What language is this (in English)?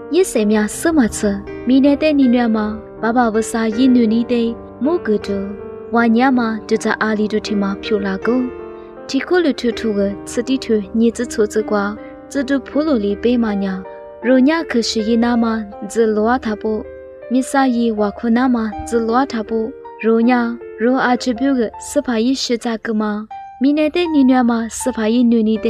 Lisu